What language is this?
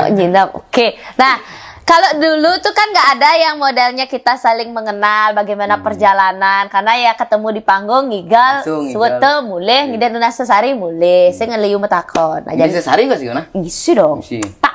Balinese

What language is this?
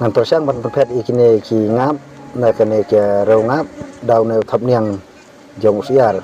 Khasi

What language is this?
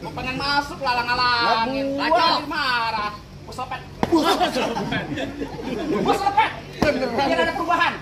Betawi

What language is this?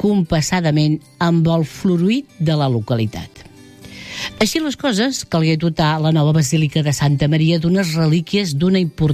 Catalan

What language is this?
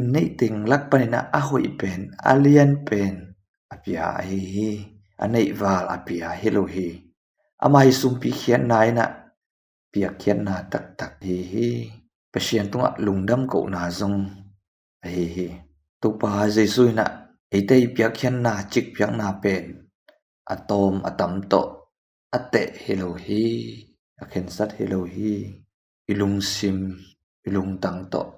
Tedim Chin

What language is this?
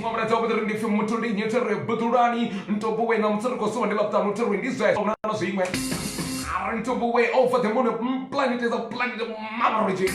Venda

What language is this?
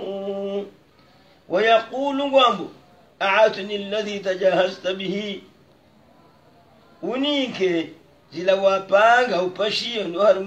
Swahili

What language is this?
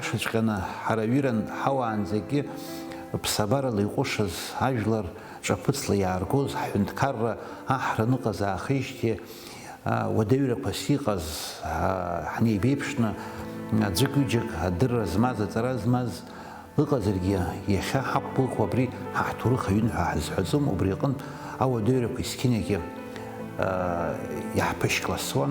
Abkhazian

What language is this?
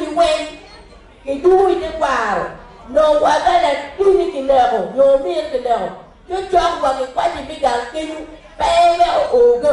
Acoli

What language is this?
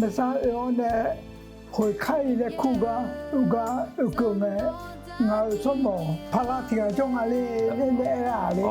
Akha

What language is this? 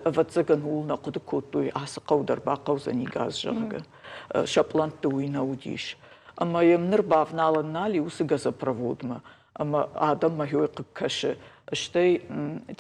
Ossetic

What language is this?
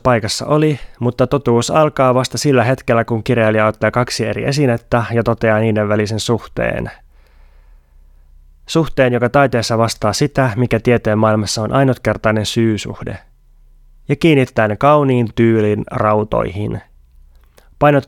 Finnish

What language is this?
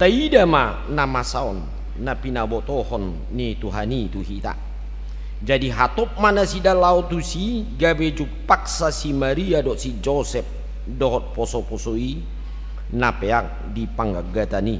Batak Toba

